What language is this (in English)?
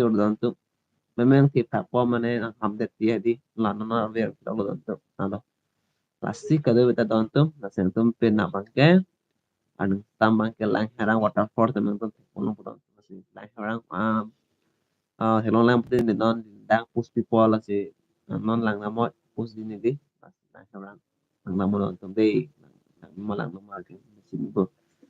Karbi